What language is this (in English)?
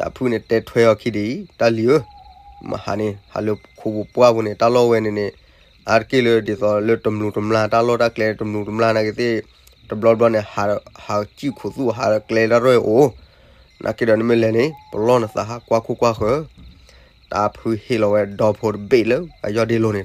S'gaw Karen